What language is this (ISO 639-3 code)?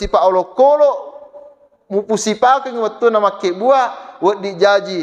bug